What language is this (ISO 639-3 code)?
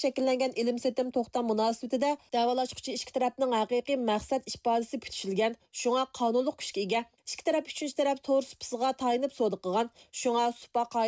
uig